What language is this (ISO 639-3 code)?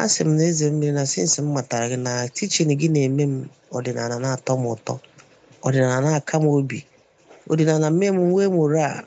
ibo